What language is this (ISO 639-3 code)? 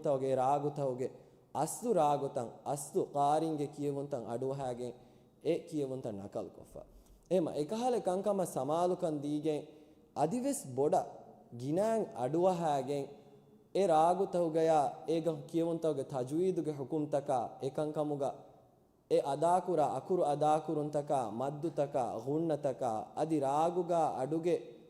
div